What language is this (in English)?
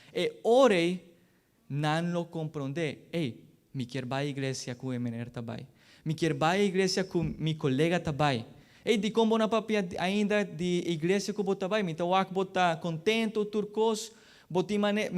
Papiamento